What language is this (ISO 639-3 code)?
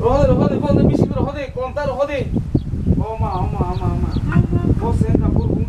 trp